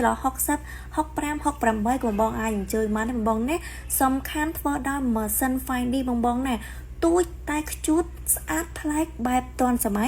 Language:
Khmer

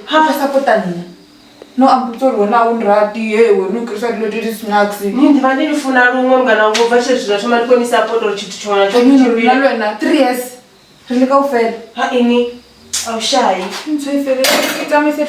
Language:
Venda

